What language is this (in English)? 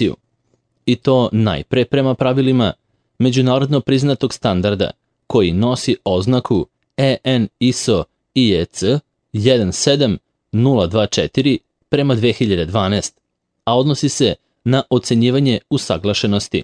Serbian